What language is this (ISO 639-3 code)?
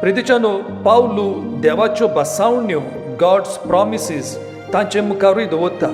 kok